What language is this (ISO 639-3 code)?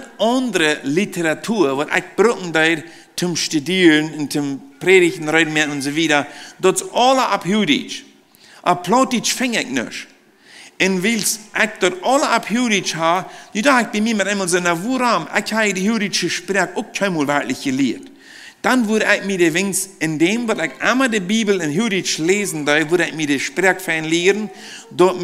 pdt